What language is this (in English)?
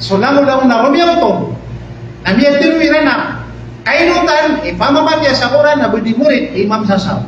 Maranao